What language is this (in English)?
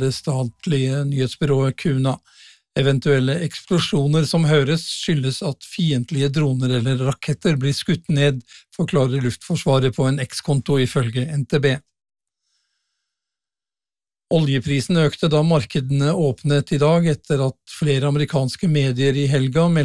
Norwegian